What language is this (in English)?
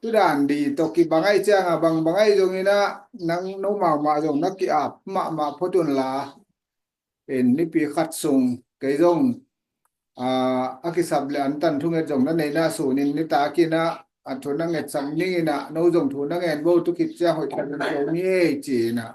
Tedim Chin